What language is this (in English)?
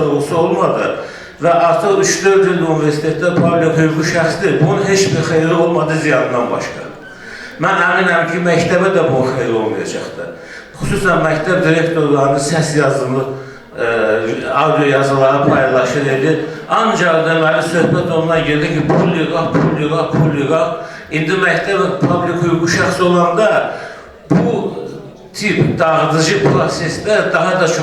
Azerbaijani